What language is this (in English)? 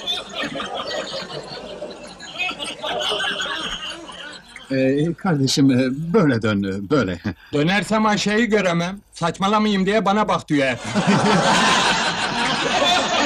Turkish